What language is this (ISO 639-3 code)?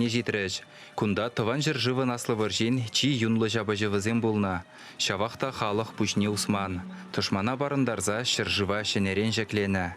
chv